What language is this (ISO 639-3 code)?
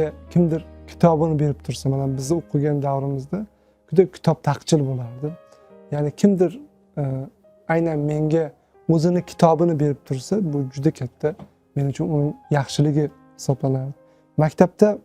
uzb